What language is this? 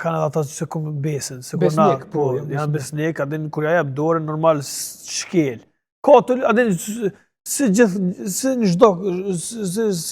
Albanian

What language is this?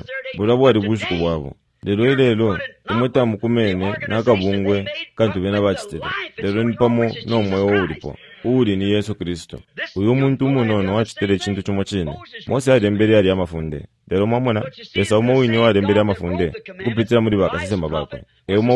Bemba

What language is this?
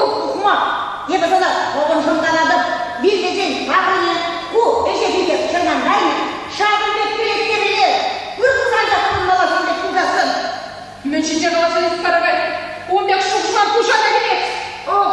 Chuvash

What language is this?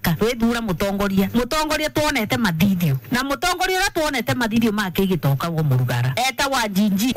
Meru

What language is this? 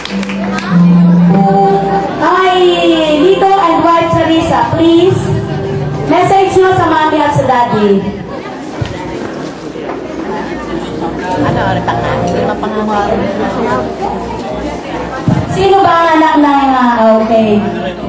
Filipino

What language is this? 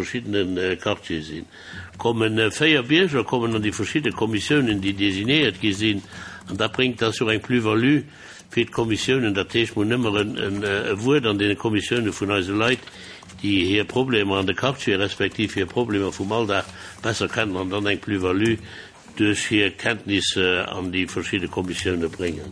Luxembourgish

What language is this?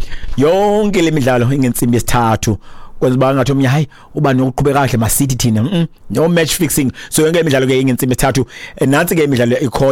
Xhosa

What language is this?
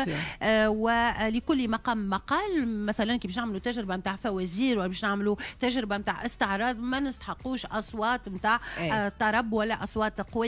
Tunisian Arabic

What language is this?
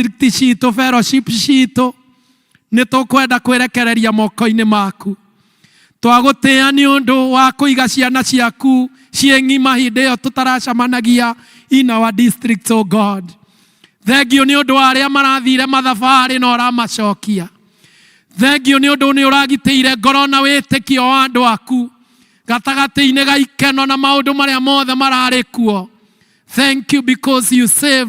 Kikuyu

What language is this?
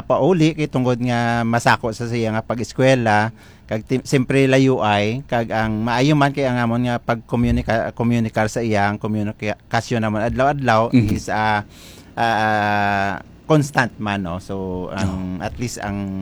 Hiligaynon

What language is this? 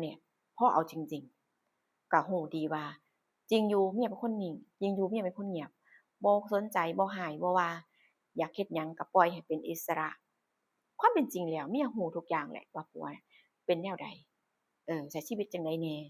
Northeastern Thai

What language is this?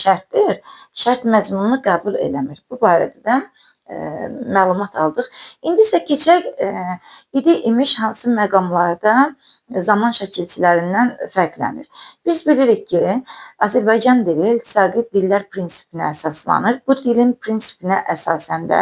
Azerbaijani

